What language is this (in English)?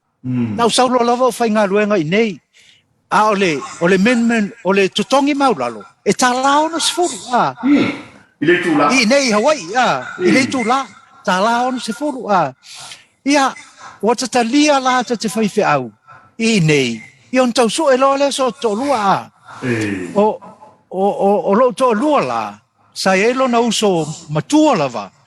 Samoan